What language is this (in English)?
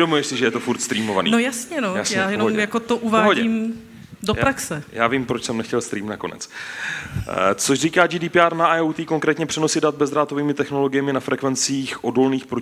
Czech